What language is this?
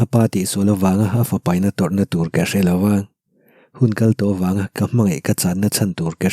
Mizo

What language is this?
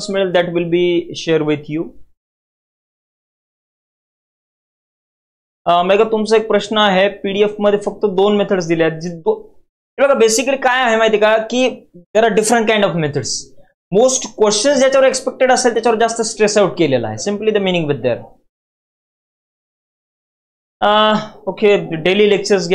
Marathi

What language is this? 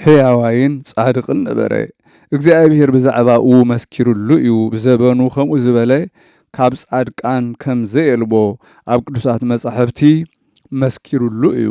Tigrinya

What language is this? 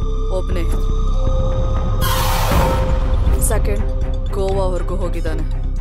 Kannada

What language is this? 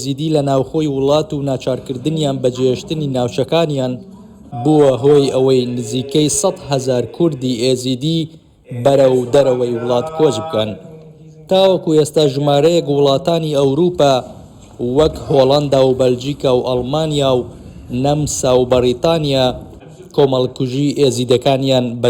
Central Kurdish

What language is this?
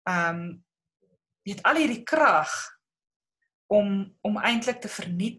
Afrikaans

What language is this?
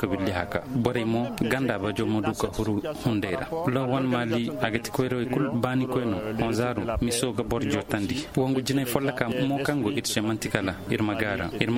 Koyraboro Senni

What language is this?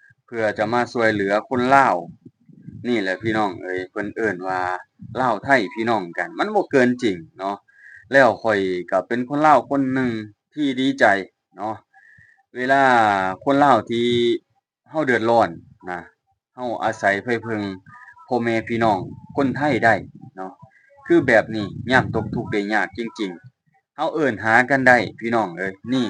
Lao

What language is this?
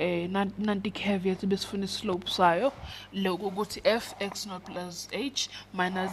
Zulu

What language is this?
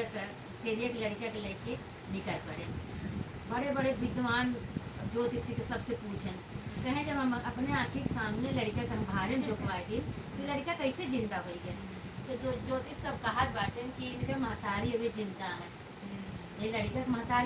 Awadhi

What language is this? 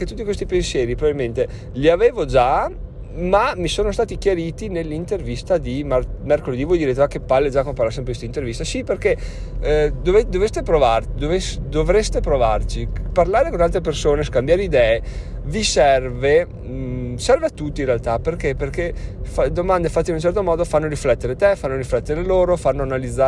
Italian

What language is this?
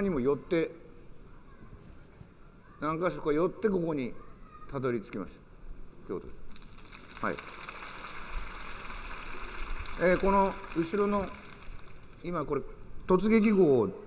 Japanese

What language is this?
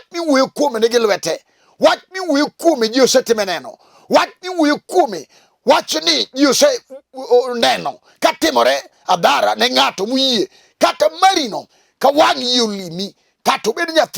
Luo (Kenya and Tanzania)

